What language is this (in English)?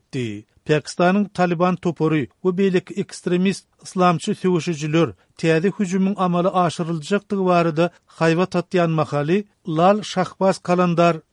Turkmen